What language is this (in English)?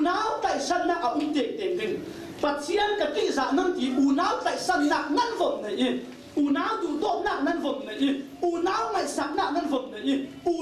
Falam Chin